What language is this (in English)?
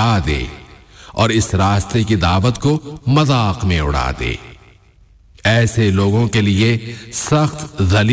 Urdu